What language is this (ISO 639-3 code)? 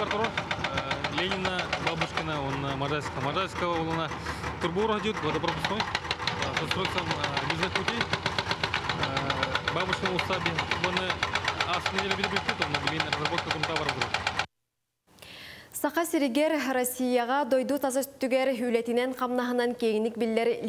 sah